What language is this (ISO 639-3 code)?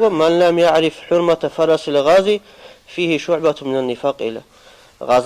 ava